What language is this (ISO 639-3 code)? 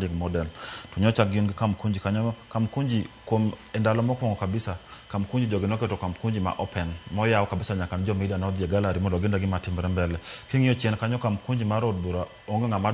luo